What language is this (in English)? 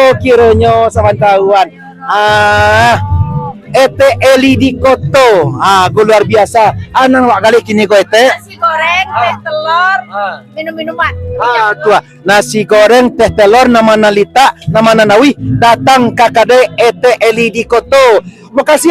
Minangkabau